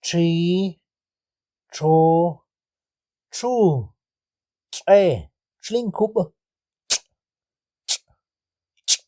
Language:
Tektiteko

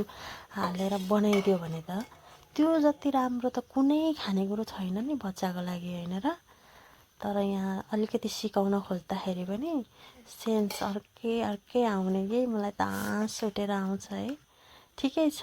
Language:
Nepali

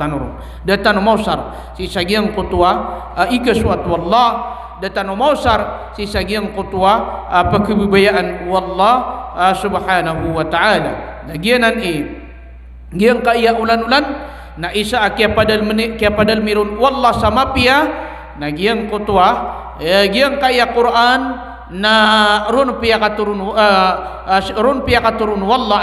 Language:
Maranao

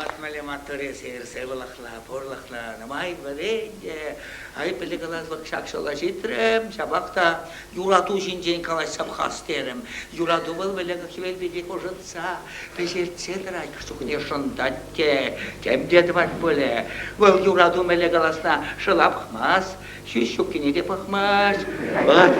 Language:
Chuvash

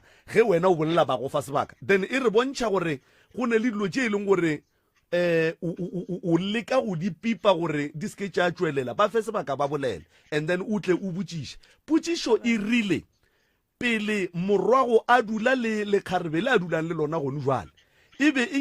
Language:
Northern Sotho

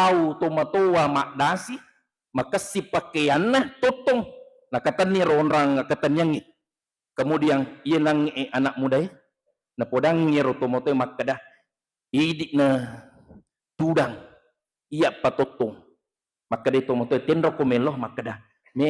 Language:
Buginese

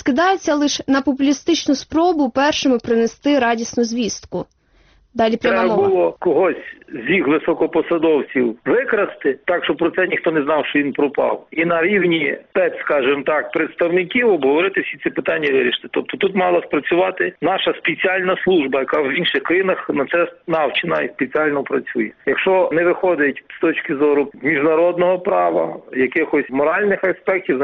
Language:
Ukrainian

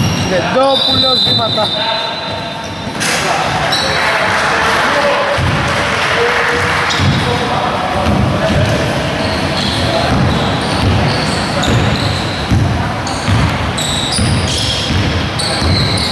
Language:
Greek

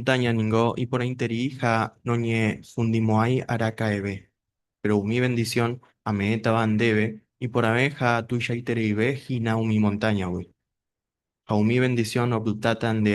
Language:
Guarani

